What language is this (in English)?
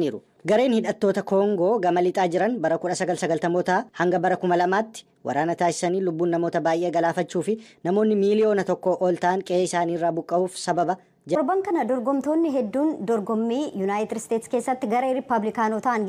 Oromo